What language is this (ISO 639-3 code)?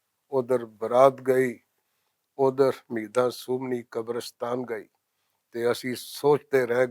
lah